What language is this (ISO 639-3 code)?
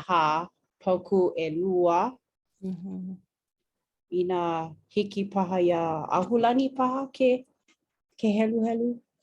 haw